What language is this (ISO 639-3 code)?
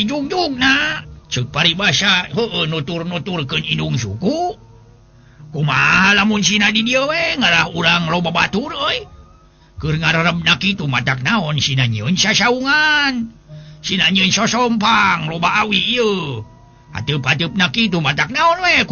sun